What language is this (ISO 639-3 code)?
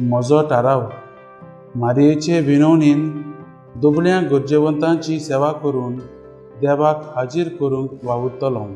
kok